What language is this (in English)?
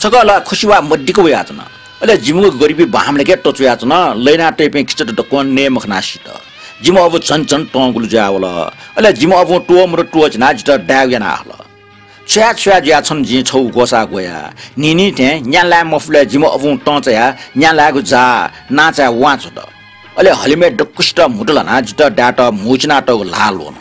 Newari